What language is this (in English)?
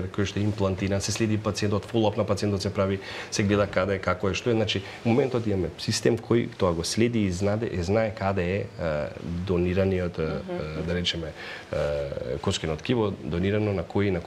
Macedonian